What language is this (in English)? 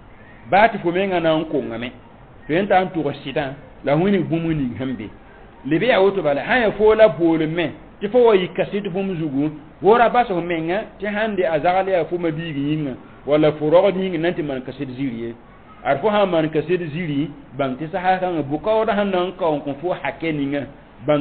Mossi